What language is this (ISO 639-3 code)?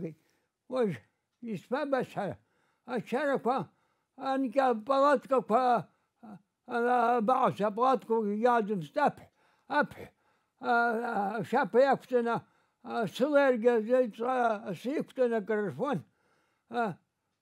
abk